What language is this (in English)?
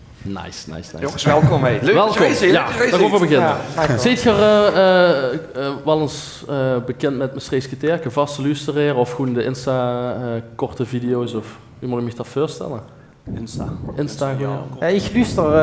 Limburgish